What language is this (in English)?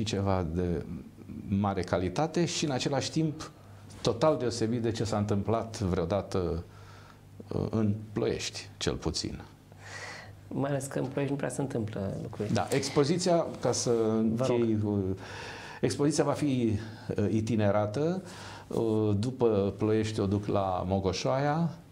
Romanian